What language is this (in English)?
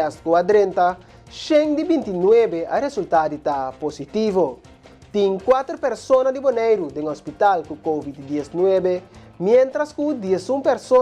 Papiamento